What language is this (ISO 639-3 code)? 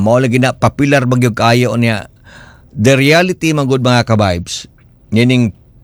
ceb